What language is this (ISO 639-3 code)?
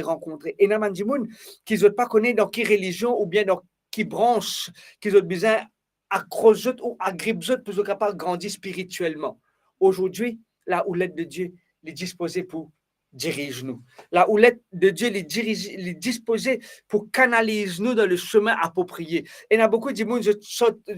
mfe